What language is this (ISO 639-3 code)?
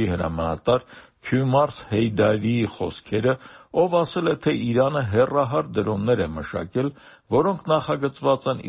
hye